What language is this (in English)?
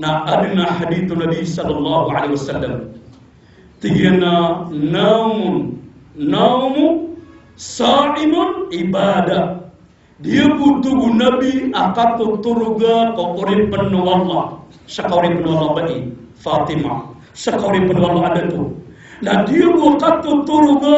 Maranao